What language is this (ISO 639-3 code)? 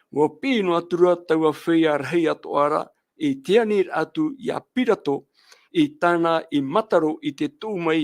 tah